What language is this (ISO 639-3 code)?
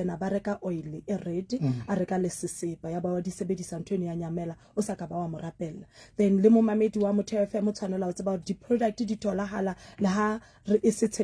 sot